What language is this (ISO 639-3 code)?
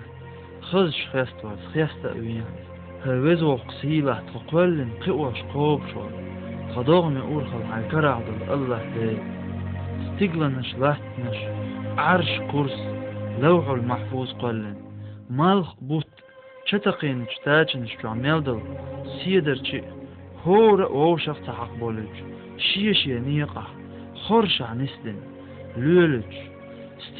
che